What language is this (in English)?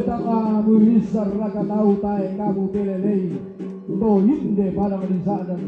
Toraja-Sa'dan